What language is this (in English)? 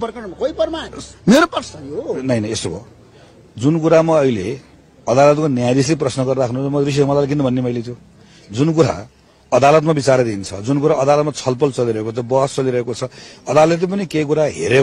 Nepali